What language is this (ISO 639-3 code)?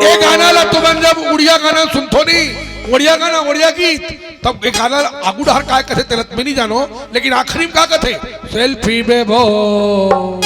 hne